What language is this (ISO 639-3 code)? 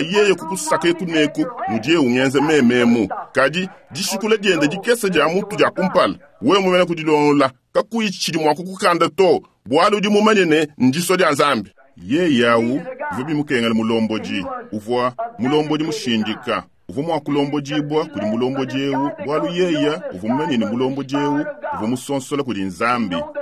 lua